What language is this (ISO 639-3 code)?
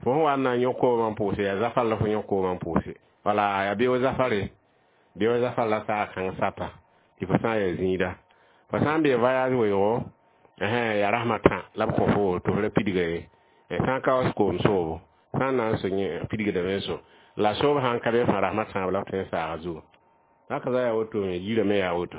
mos